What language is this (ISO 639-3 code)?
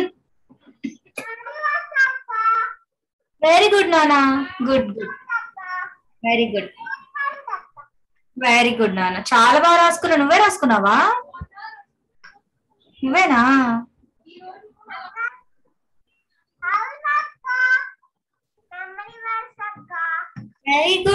tel